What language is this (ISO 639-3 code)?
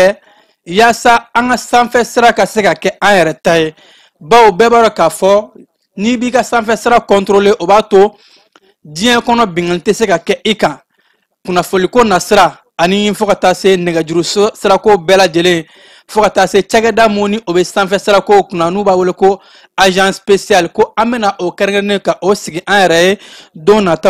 bam